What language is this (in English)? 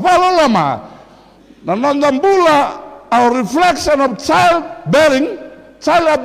Fijian